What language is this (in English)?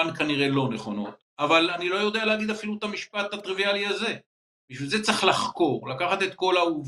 Hebrew